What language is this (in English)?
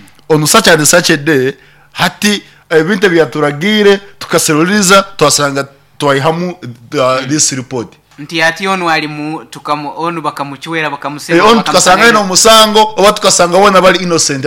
Nyankole